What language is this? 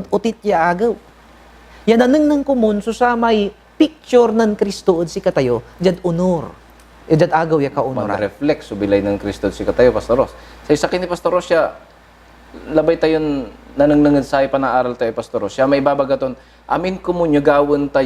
Pangasinan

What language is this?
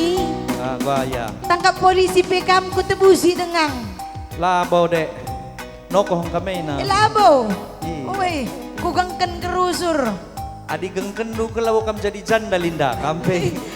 Batak Karo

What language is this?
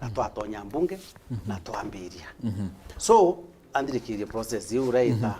Meru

